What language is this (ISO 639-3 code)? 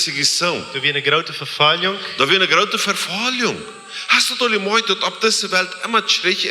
pdt